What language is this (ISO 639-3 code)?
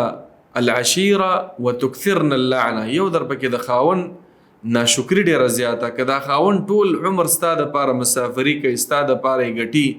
pus